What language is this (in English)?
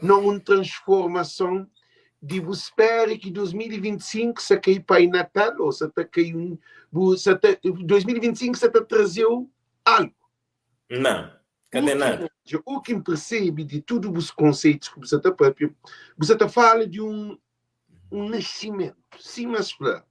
Kabuverdianu